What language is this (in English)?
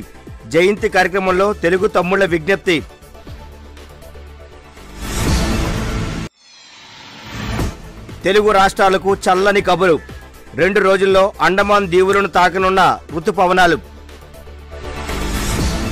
Telugu